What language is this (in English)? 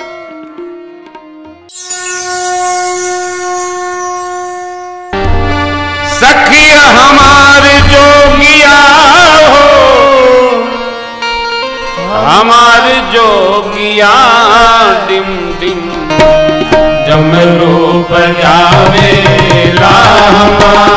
Bhojpuri